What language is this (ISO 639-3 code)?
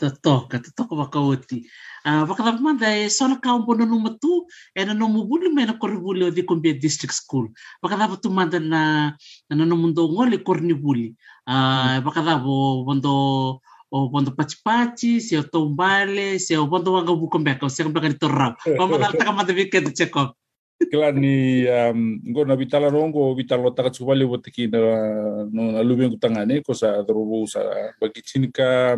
fij